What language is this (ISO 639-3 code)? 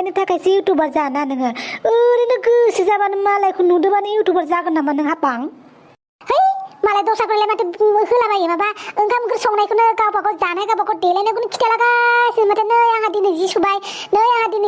brx